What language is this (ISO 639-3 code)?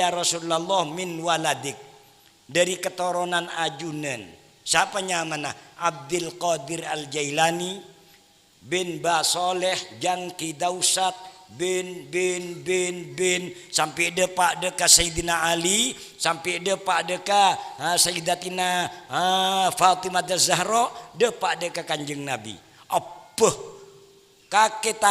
mad